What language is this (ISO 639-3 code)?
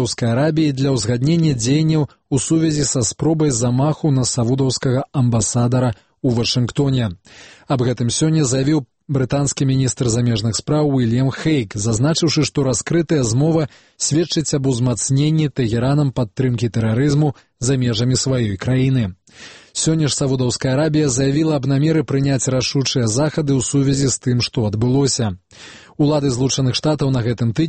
bel